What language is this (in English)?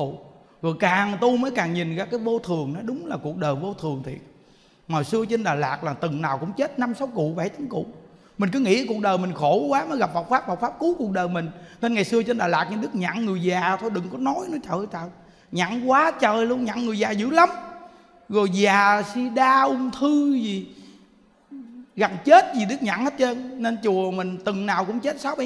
Vietnamese